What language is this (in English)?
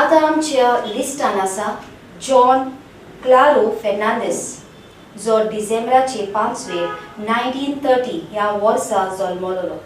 Konkani